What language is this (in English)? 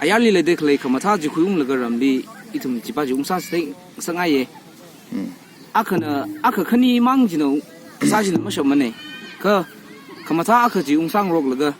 Tangkhul Naga (India)